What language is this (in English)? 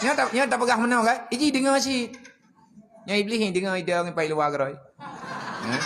Achinese